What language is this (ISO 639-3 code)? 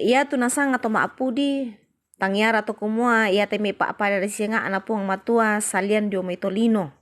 sda